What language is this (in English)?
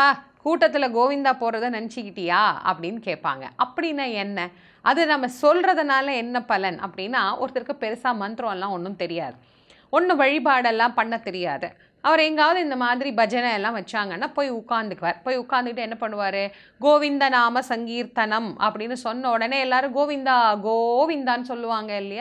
Tamil